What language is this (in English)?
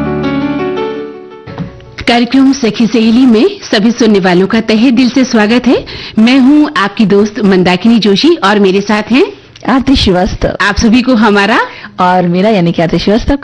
Hindi